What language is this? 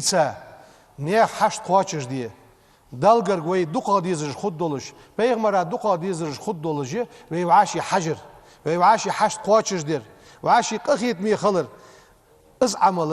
Ingush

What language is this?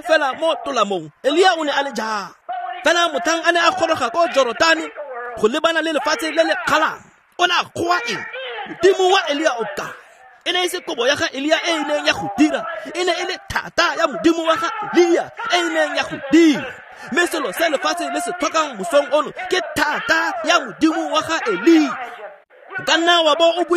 Tswana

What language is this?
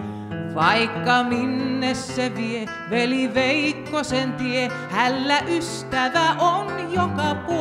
Finnish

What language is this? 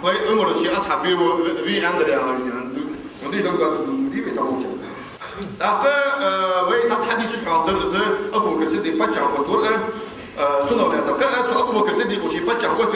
Ingush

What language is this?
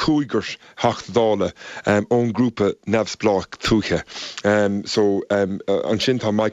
Irish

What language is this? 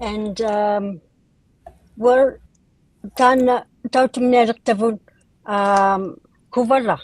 Inuktitut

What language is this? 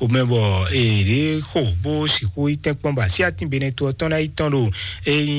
Fon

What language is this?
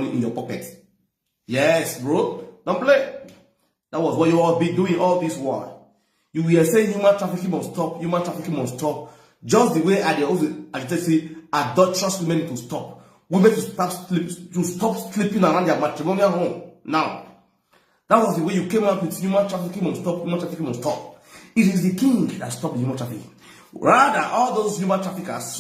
Nigerian Pidgin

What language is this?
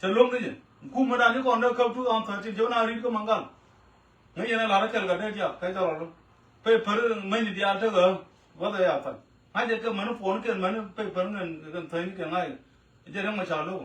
Nuer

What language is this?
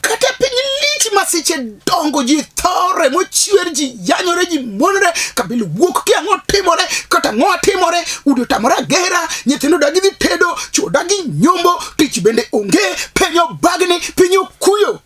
Luo (Kenya and Tanzania)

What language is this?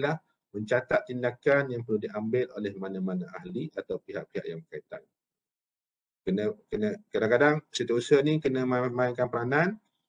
Malay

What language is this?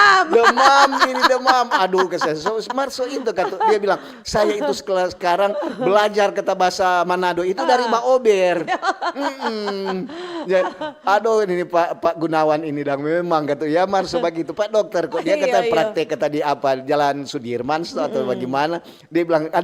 Manado Malay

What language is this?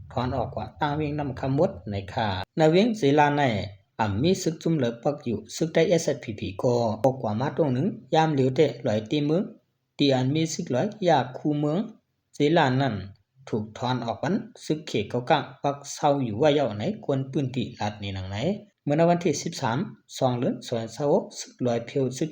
Shan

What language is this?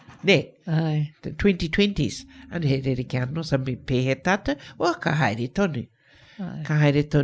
Māori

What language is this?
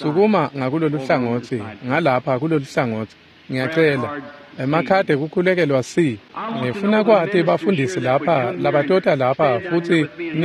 Swati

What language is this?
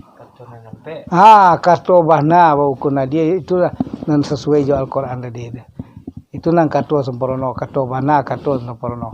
Minangkabau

